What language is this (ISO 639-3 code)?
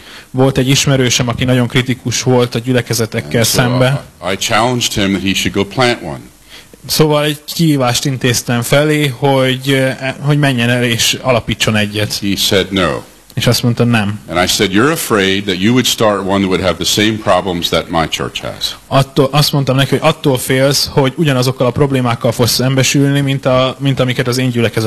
hun